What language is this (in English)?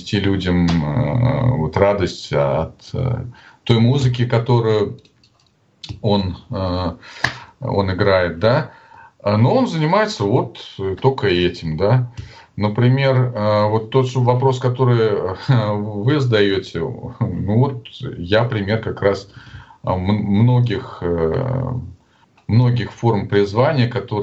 Russian